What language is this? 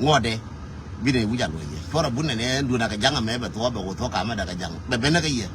Nuer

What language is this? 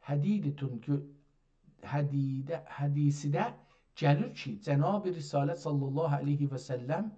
South Azerbaijani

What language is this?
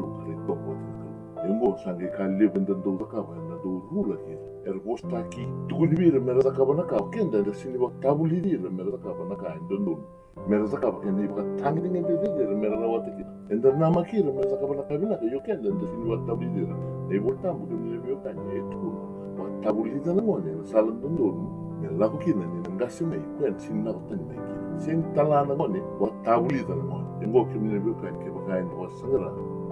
Fijian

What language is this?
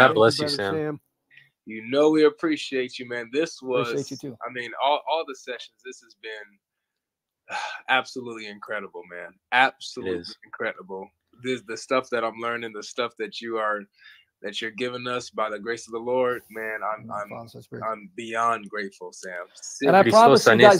English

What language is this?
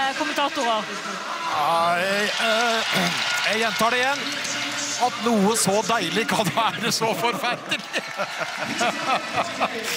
Norwegian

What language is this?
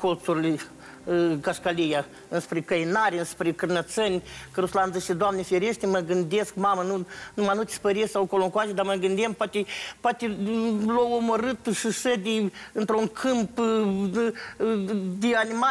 Romanian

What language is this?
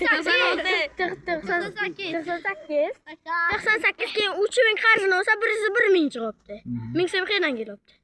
Uzbek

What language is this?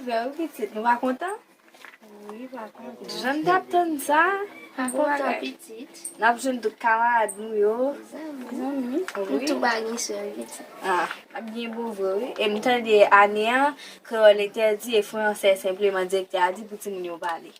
Haitian Creole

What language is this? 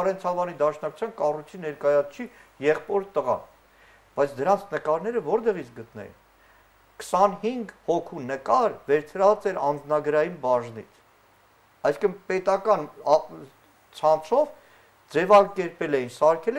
Armenian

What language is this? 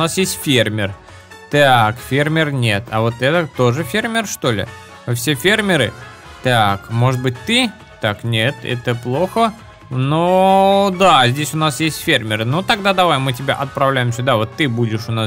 Russian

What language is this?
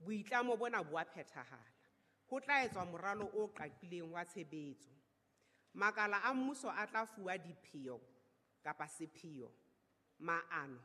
Southern Sotho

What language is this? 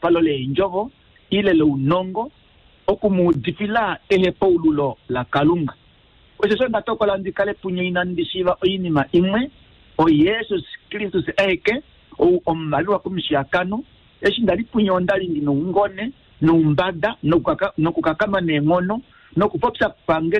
Kuanyama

